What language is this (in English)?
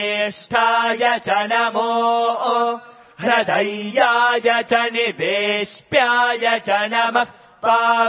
Sanskrit